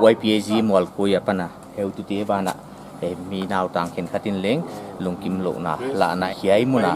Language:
Paite Chin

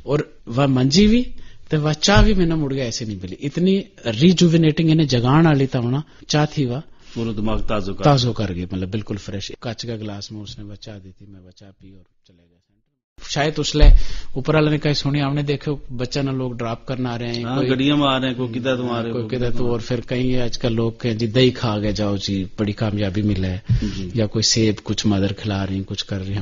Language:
Gujari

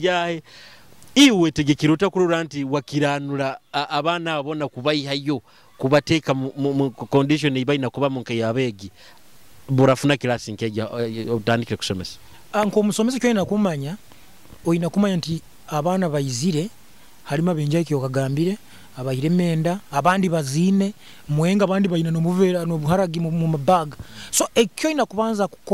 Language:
Nyoro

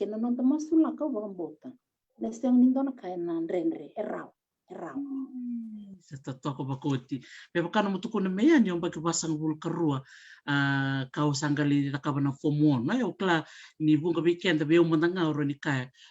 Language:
Fijian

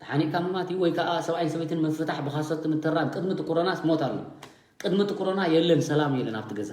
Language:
Tigrinya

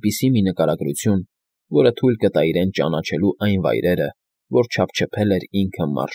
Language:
Armenian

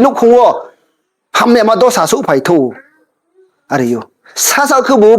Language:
Riang (India)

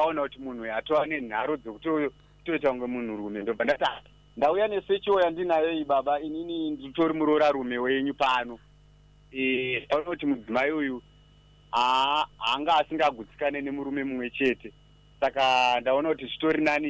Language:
Shona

